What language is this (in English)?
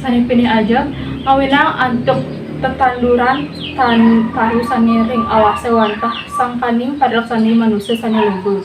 Balinese